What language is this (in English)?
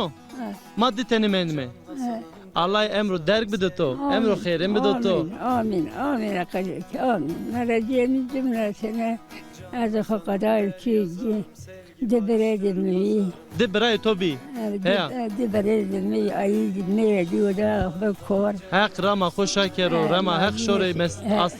Zaza